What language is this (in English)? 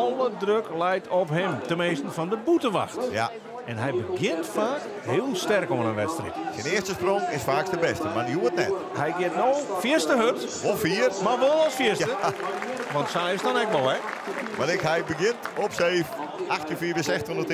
Western Frisian